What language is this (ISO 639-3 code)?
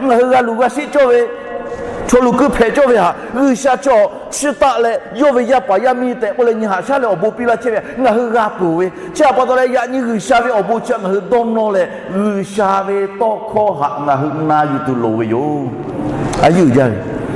lhu